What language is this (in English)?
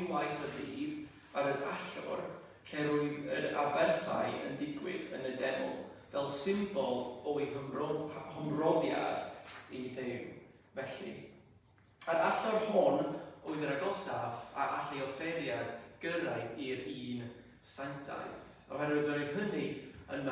Welsh